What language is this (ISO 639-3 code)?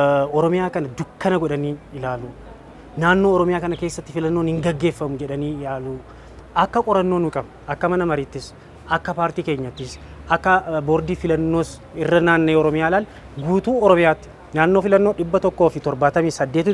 orm